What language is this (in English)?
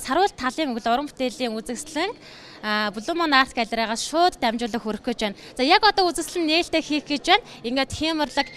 Mongolian